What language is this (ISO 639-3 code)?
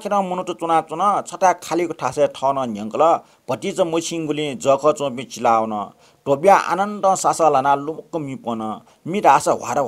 new